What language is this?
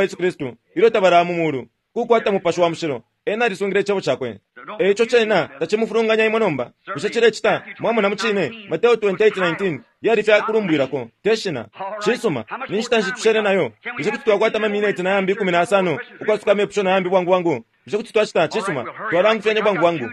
Bemba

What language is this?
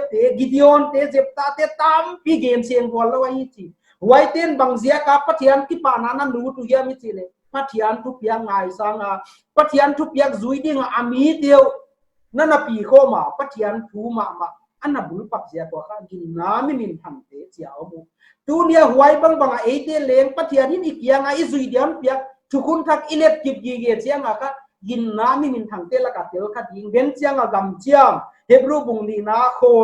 Paite Chin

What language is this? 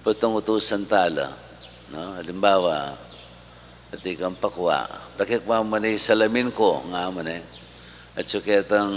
Pampanga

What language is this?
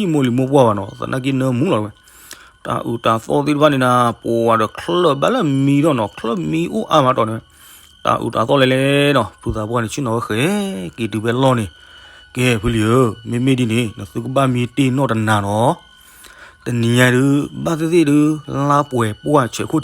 S'gaw Karen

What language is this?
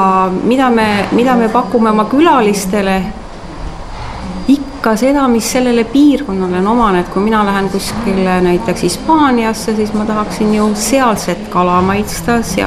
Estonian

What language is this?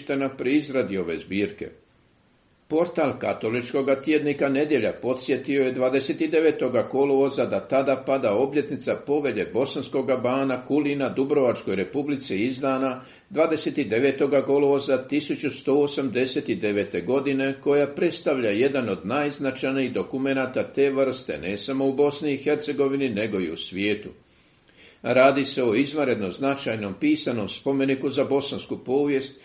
Croatian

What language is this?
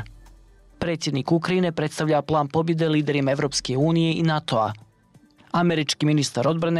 Serbian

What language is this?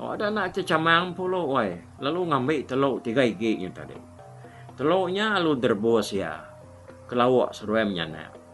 Iban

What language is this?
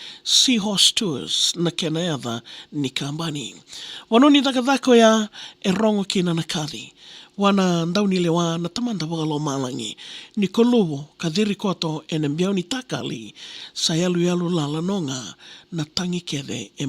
Fijian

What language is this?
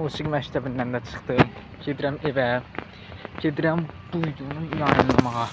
Azerbaijani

